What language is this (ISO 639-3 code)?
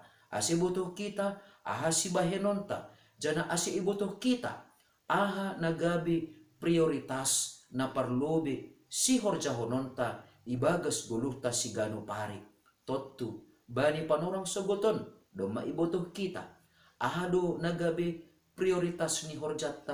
bts